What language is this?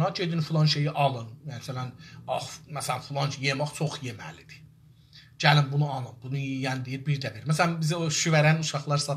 South Azerbaijani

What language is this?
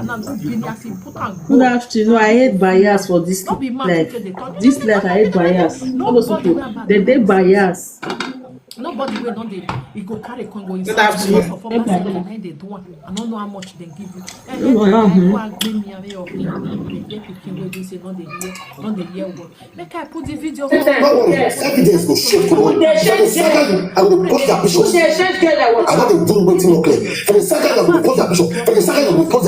Nigerian Pidgin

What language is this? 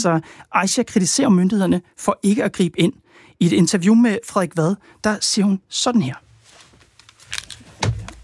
Danish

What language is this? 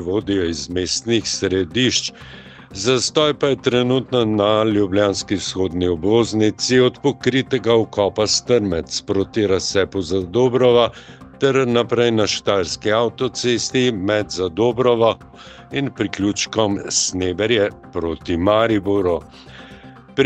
Slovenian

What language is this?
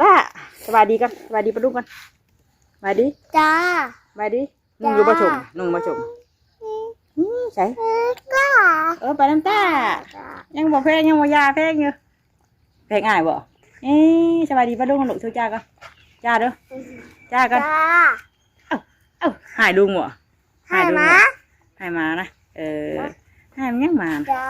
Northeastern Thai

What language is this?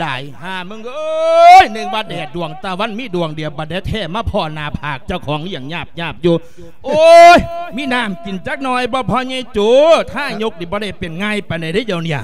Lao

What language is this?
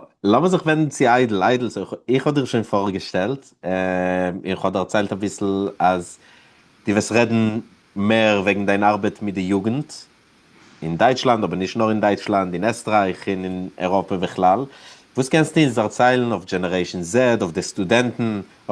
Yiddish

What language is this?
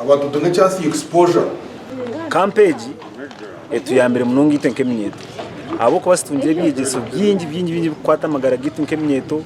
Nyankole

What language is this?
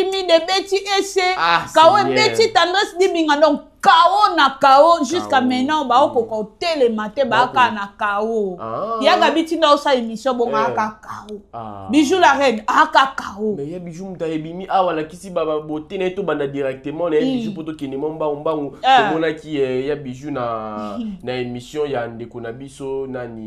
Lingala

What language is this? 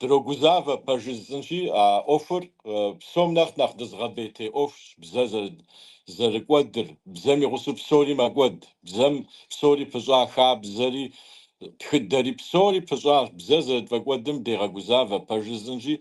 Kabardian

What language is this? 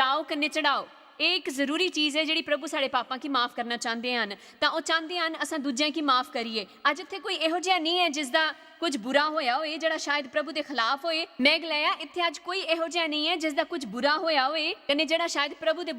Dogri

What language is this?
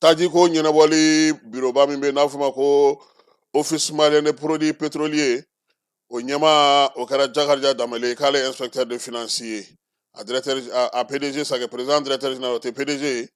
Bambara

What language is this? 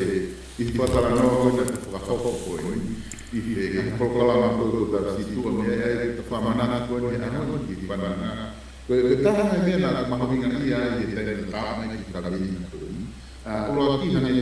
Tongan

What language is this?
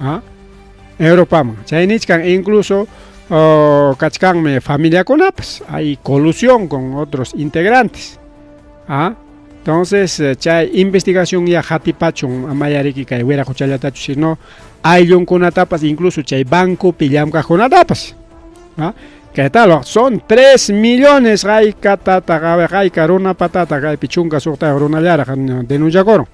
Ayacucho Quechua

